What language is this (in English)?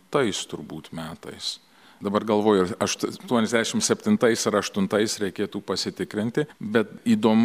Lithuanian